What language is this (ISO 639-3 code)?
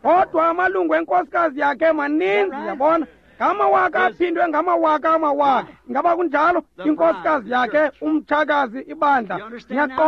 xho